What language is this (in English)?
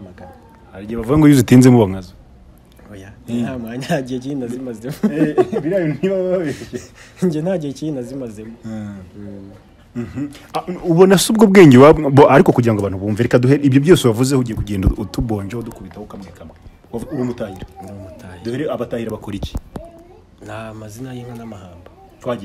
Kinyarwanda